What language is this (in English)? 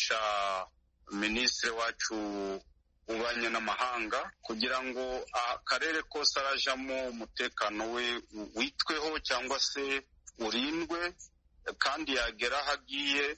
Kinyarwanda